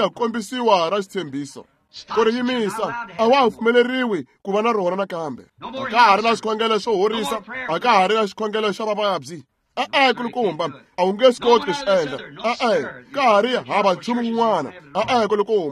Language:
Tsonga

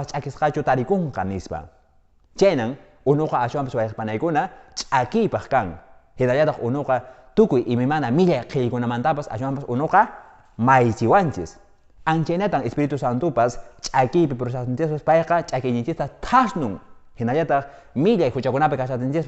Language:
Quechua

